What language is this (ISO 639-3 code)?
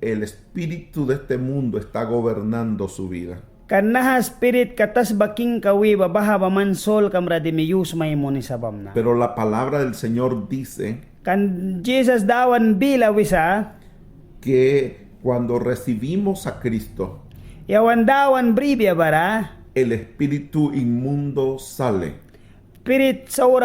miq